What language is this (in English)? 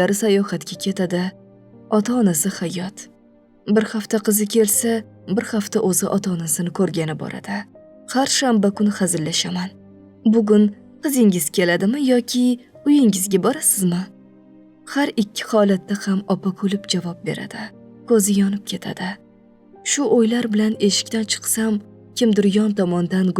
Uzbek